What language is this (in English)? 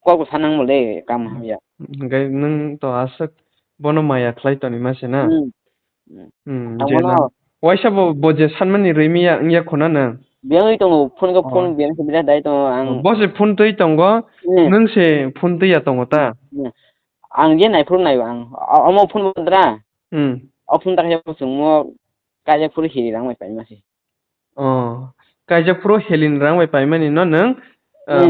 Kok Borok